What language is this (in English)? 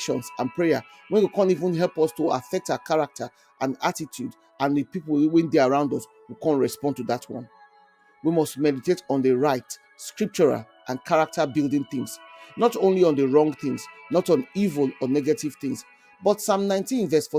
Nigerian Pidgin